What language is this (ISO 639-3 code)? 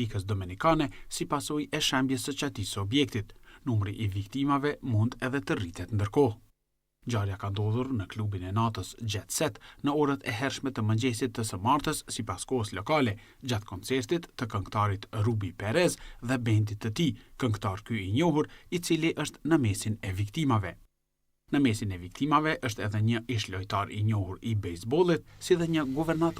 sqi